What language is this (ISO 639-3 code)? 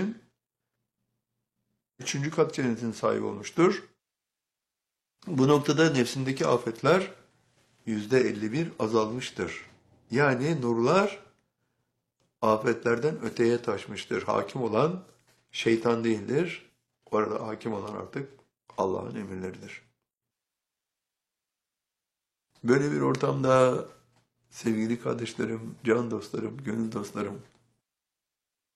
tur